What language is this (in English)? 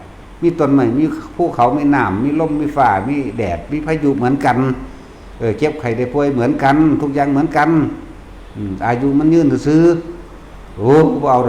Northeastern Thai